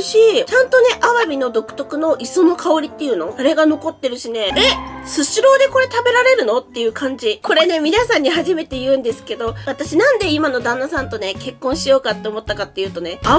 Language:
Japanese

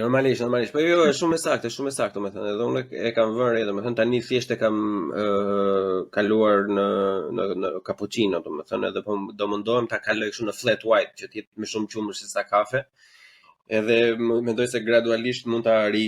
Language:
Albanian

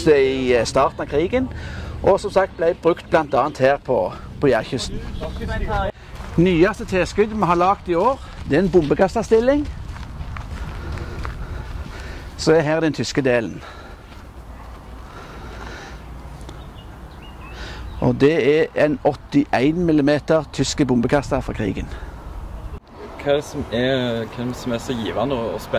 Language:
Norwegian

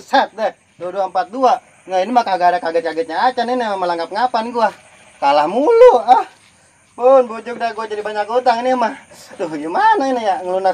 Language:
Betawi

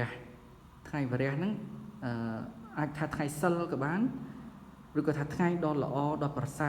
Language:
Khmer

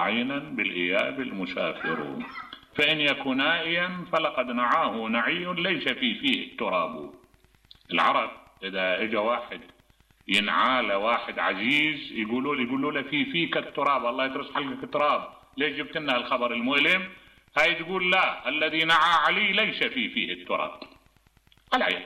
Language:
Mesopotamian Arabic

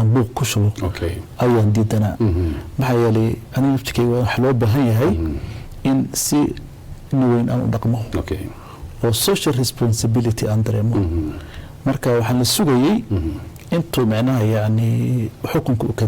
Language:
Somali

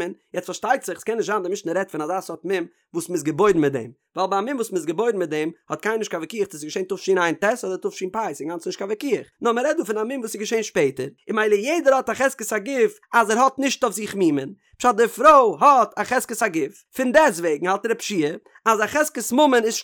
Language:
Yiddish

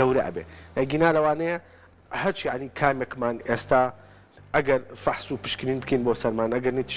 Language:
Central Kurdish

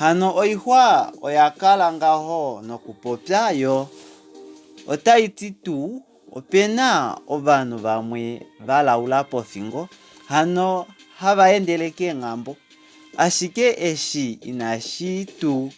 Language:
Kuanyama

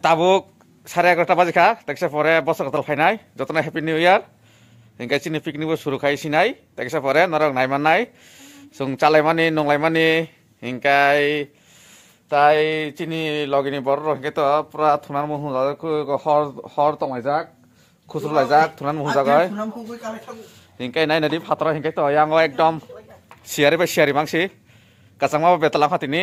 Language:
Kok Borok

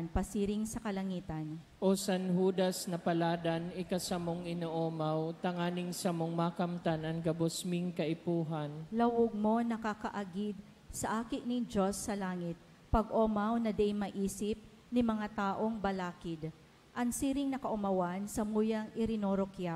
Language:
Bikol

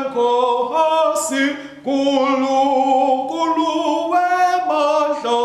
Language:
Swati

